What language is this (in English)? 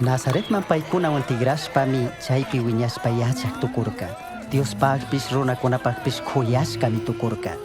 Chimborazo Highland Quichua